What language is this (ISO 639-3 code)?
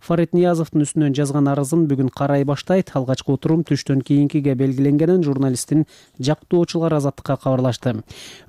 kir